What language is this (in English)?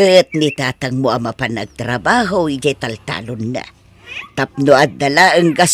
Iloko